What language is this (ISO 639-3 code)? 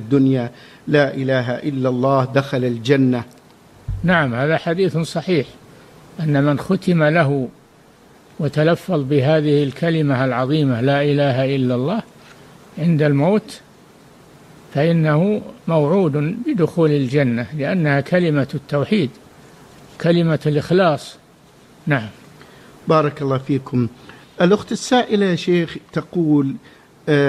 ara